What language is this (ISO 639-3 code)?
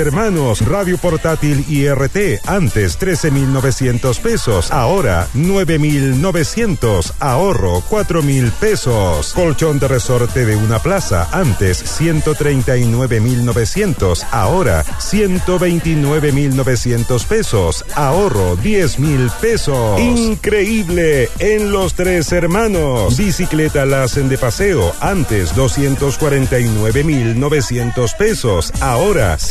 spa